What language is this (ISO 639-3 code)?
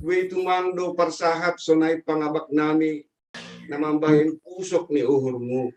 bts